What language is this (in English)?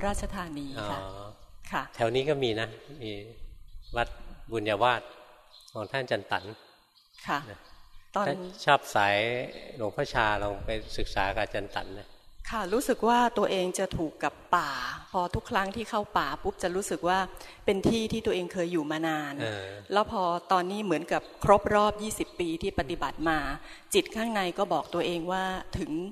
Thai